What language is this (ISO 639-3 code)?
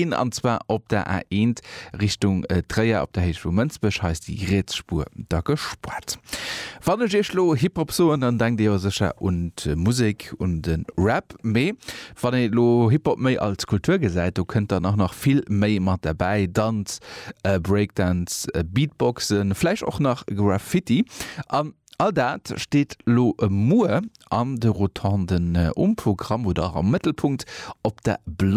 ltz